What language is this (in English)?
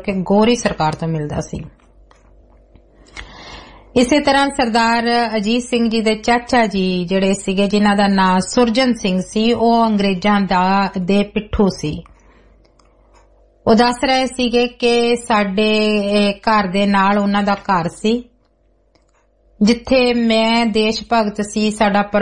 Punjabi